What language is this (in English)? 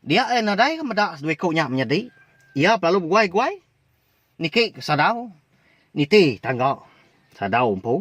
Iban